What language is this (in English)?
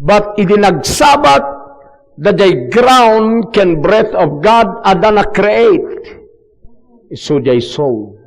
Iloko